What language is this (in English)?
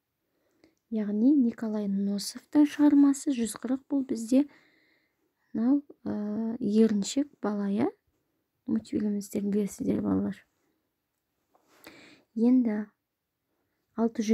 Kazakh